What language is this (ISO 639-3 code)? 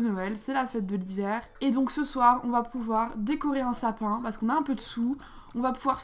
fra